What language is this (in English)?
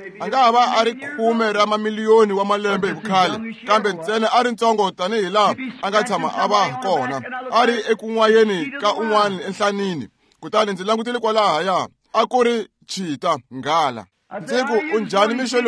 Tsonga